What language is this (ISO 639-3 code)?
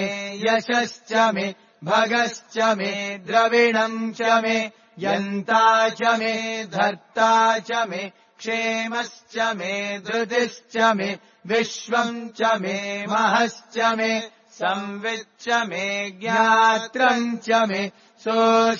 san